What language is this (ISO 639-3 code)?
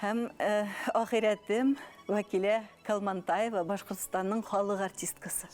bak